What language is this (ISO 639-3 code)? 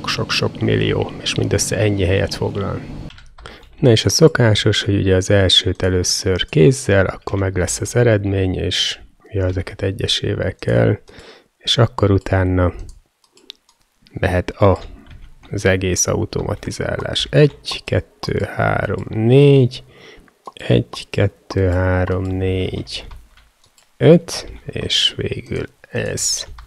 hun